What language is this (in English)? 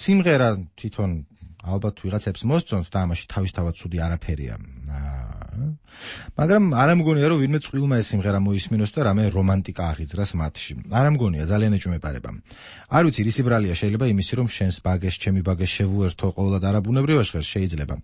Georgian